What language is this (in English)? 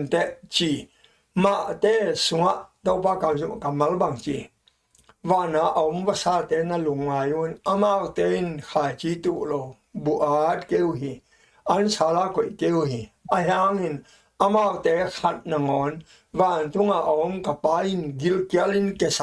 Tedim Chin